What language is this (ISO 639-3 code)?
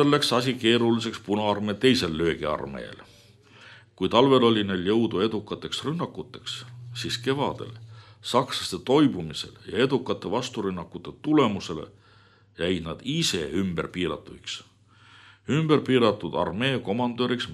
est